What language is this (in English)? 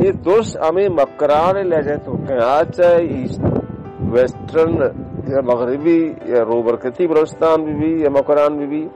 Baluchi